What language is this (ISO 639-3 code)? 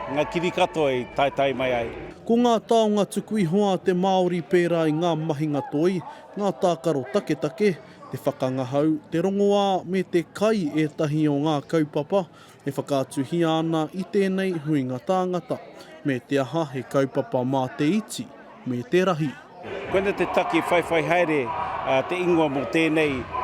mri